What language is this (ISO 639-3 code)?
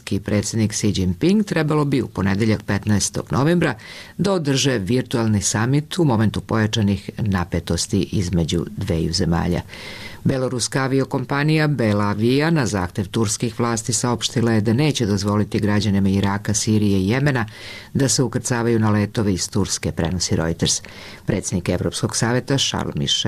srp